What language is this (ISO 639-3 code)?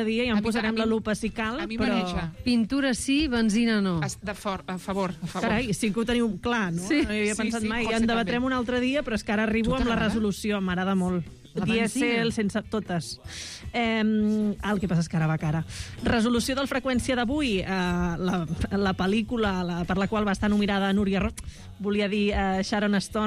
cat